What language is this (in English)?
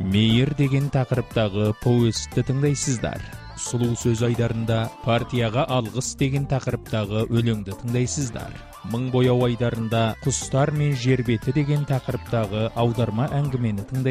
Kazakh